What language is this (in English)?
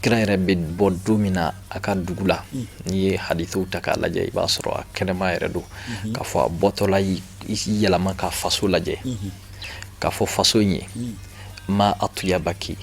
Bambara